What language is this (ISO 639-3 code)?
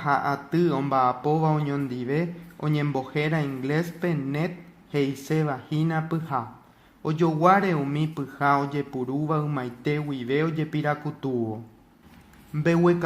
grn